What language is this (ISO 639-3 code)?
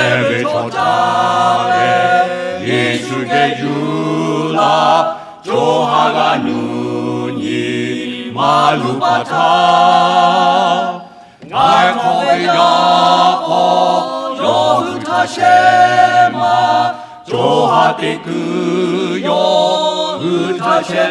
lhu